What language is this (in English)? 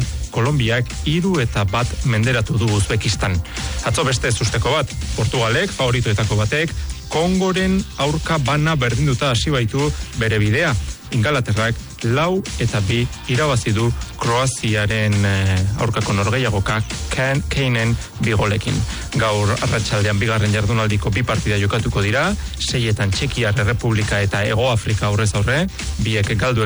Basque